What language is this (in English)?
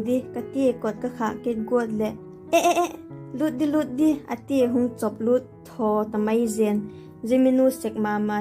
Vaiphei